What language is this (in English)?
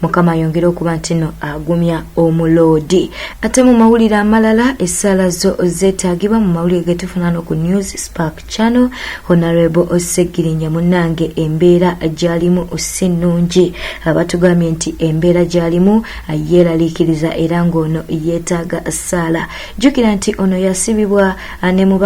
Ganda